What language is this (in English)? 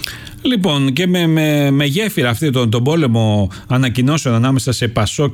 Greek